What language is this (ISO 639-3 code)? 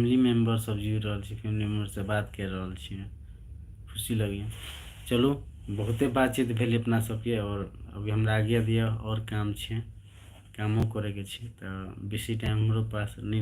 mai